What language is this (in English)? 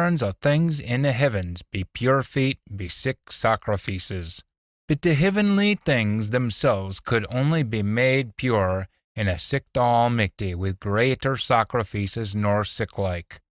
Scots